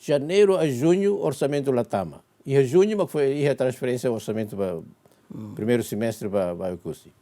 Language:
Tetum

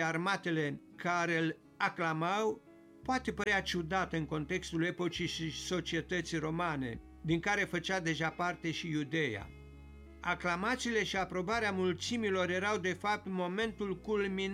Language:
Romanian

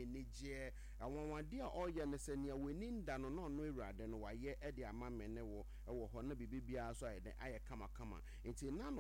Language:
Akan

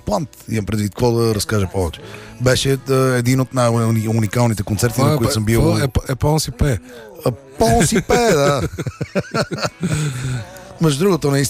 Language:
Bulgarian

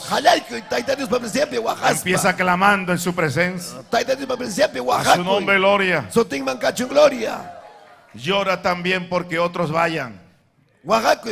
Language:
Ayacucho Quechua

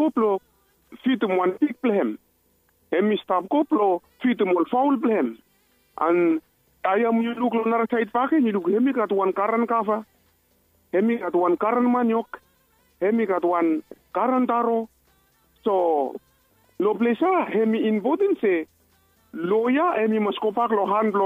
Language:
Bislama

